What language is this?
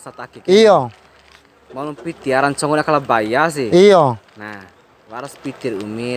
Bima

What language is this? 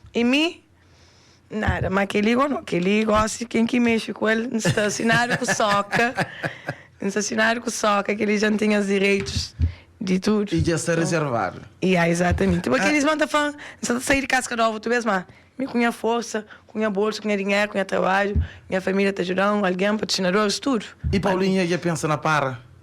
Kabuverdianu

